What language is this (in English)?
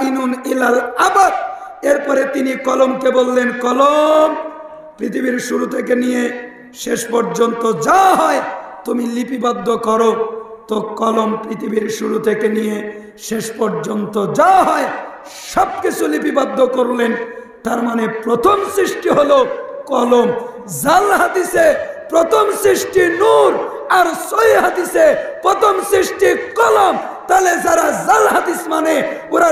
Bangla